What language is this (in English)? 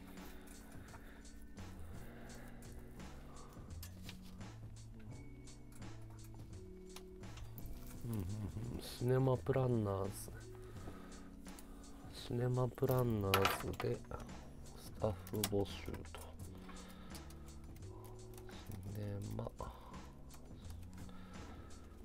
Japanese